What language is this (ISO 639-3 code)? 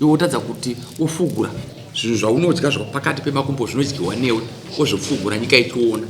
sna